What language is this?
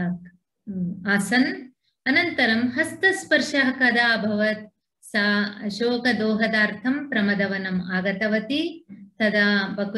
Sanskrit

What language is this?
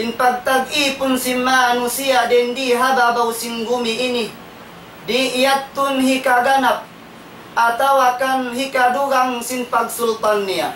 Tausug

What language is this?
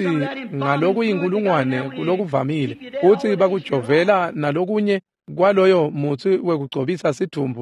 Swati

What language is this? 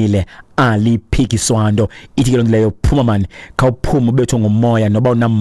Xhosa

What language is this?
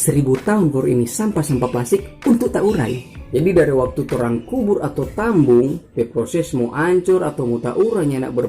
Manado Malay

